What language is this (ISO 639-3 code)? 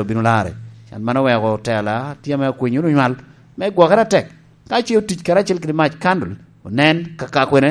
laj